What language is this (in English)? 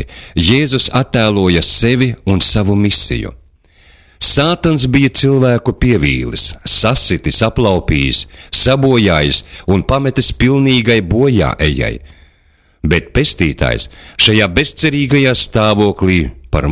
Latvian